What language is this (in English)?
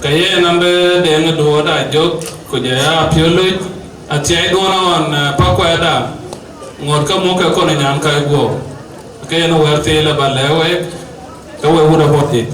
Dinka